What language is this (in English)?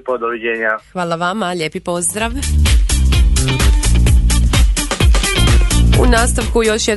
Croatian